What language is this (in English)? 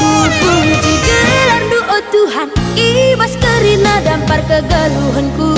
Batak Karo